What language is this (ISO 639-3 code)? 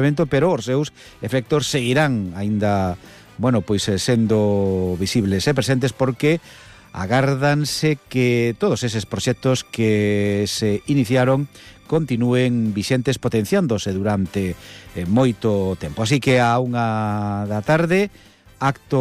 glg